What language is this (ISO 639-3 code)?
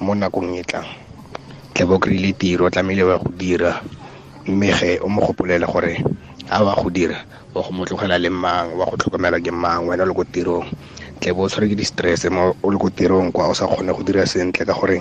tsn